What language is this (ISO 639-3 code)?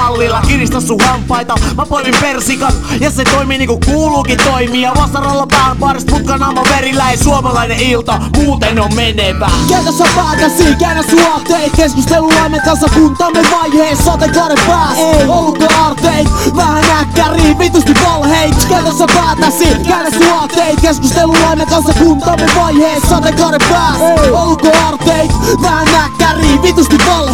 fin